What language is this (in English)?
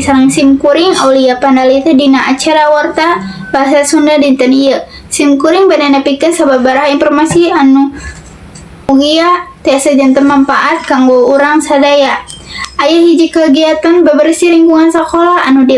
Sundanese